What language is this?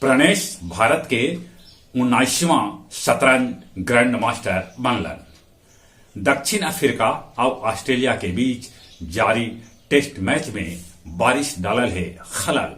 Magahi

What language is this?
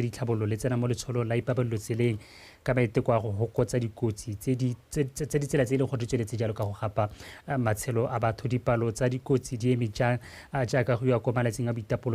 Tswana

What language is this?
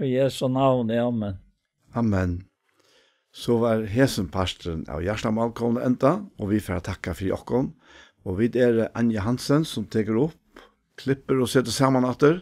Faroese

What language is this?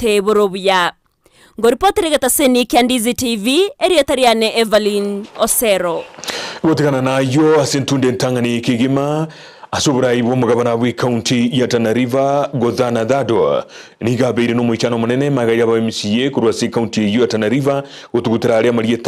Gusii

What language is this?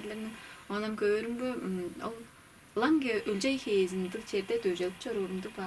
Tuvinian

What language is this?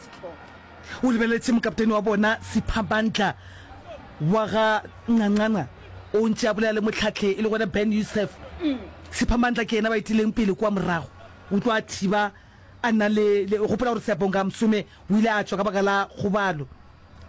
Northern Sotho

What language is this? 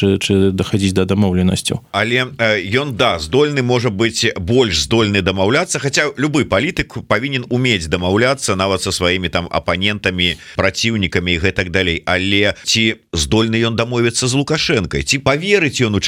Belarusian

